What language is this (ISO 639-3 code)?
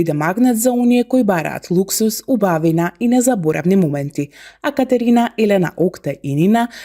mkd